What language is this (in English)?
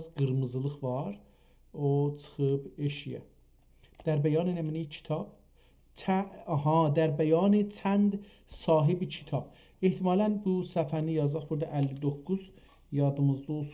South Azerbaijani